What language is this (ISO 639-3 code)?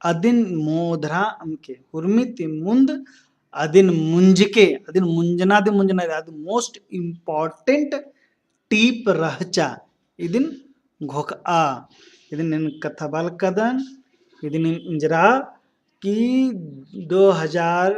kru